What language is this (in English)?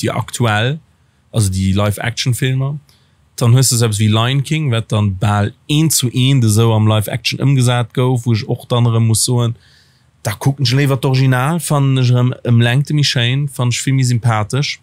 Luxembourgish